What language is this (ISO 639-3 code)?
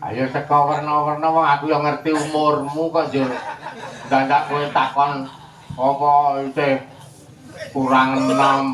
jav